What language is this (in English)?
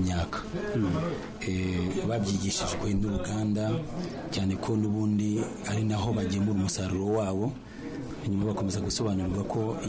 Kinyarwanda